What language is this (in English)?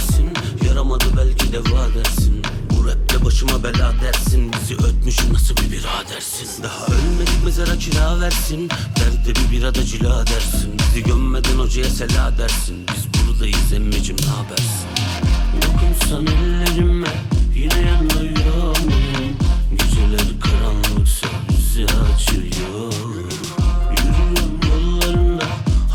Turkish